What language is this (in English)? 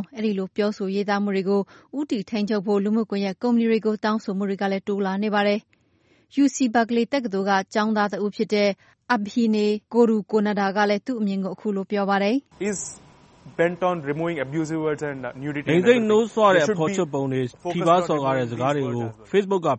Burmese